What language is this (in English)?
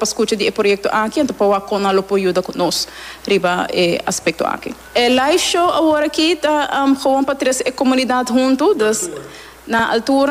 Papiamento